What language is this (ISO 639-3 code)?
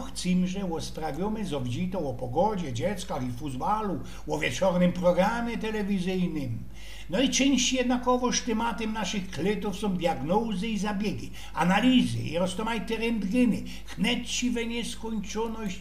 szl